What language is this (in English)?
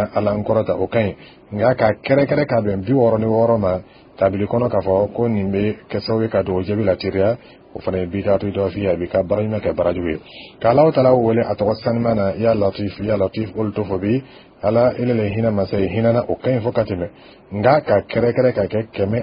Dyula